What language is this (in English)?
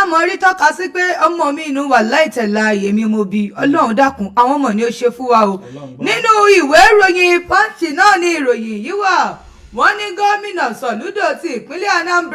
Yoruba